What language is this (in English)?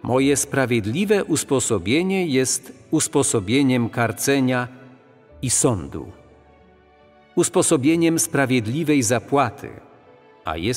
Polish